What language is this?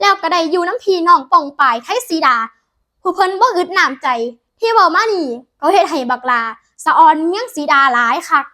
Northeastern Thai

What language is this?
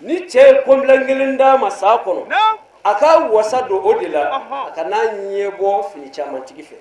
Bambara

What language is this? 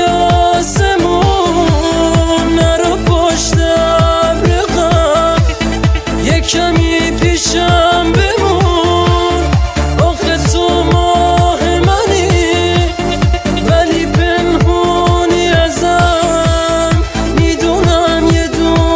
Persian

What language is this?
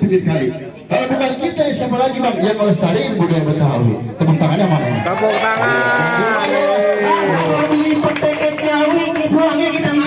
Betawi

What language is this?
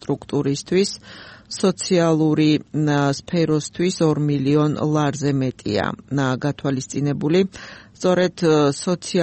Georgian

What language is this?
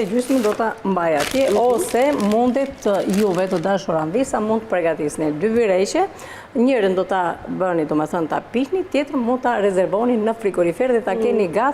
Albanian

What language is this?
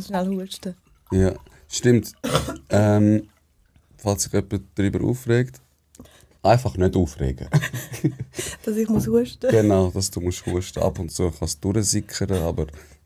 Swiss German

